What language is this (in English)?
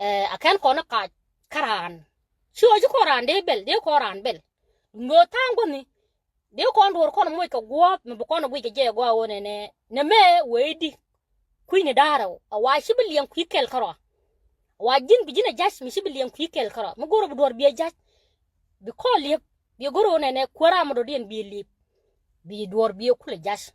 Nuer